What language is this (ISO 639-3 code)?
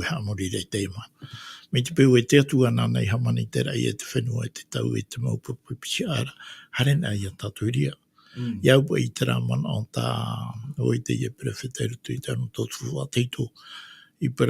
tah